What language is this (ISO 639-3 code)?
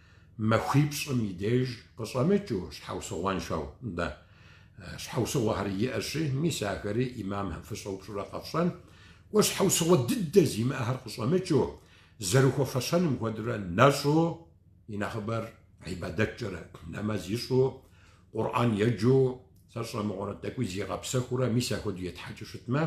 kbd